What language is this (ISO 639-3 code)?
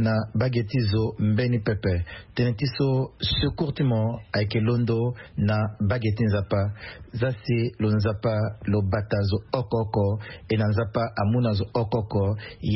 sag